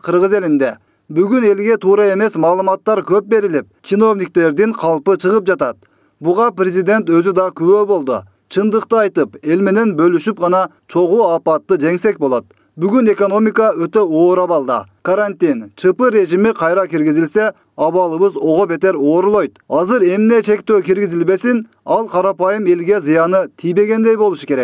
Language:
Kyrgyz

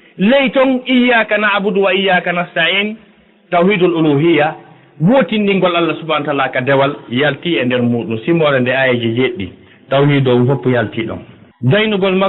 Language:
Fula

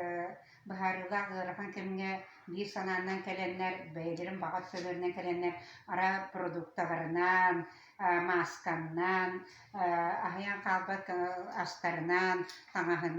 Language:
Yakut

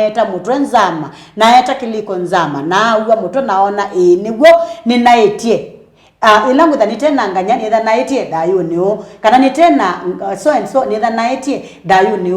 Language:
Kamba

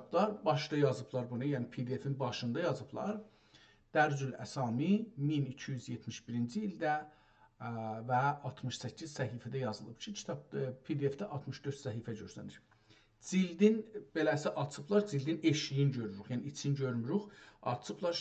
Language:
South Azerbaijani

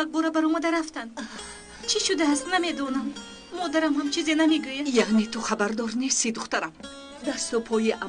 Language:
Tajik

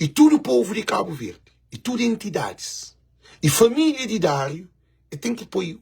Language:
Kabuverdianu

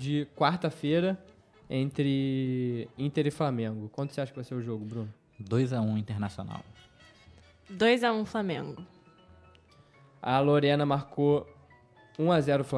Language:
Portuguese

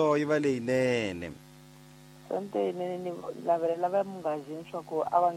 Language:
Tsonga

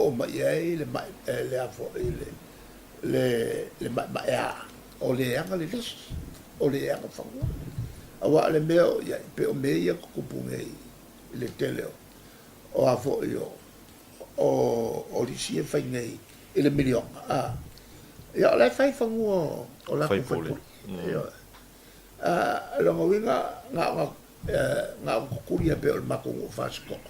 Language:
Samoan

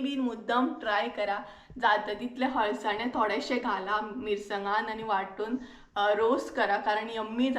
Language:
Konkani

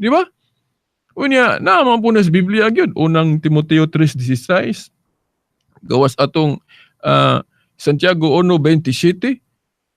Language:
Cebuano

